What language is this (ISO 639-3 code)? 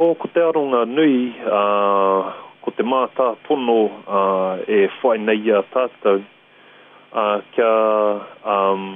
mri